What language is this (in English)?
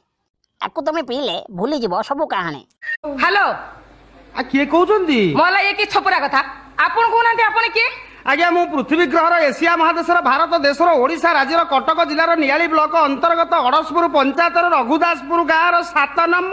Odia